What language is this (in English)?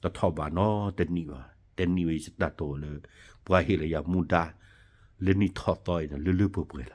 S'gaw Karen